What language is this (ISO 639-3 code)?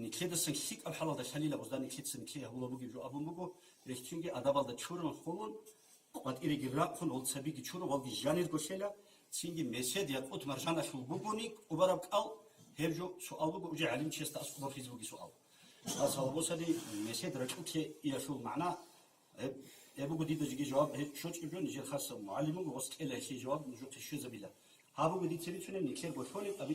ava